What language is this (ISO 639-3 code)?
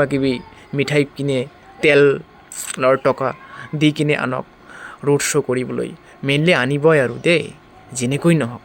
asm